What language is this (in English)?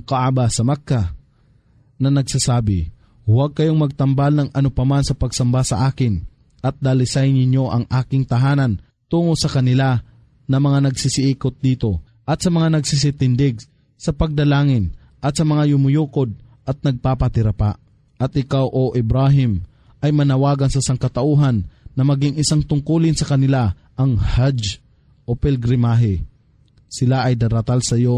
Filipino